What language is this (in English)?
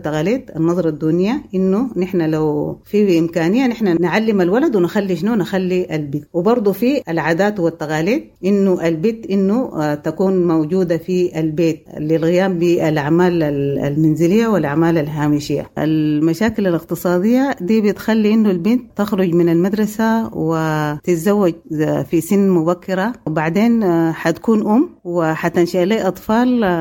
Sudanese Arabic